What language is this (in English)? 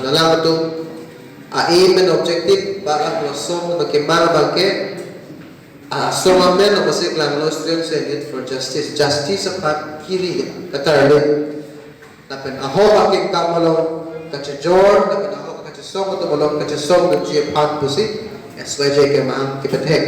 Karbi